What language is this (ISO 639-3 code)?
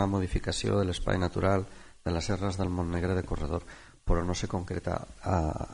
cat